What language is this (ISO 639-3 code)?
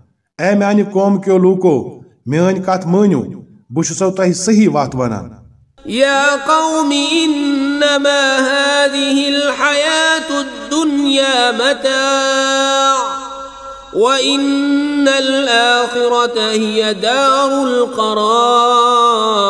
kas